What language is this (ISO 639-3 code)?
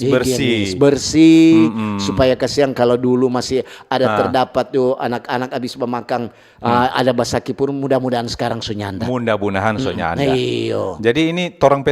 xmm